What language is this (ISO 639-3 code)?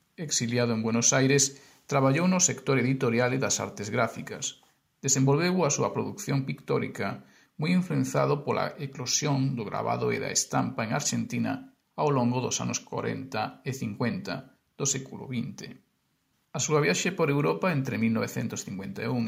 glg